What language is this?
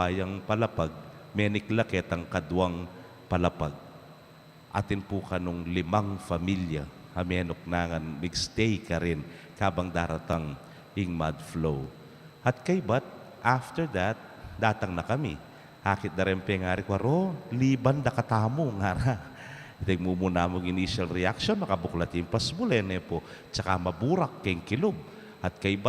Pampanga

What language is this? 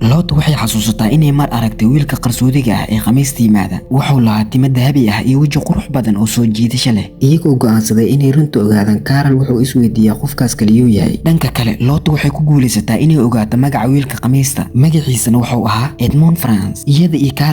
Somali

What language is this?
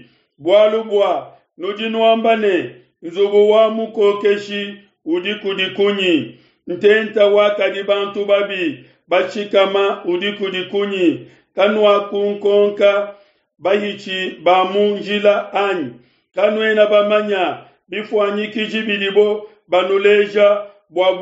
Luba-Lulua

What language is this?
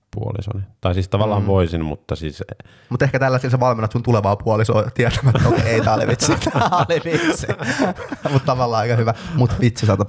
Finnish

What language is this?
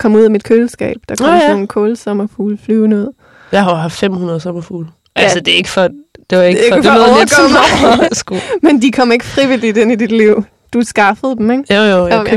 Danish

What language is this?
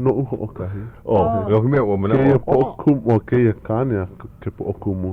Hawaiian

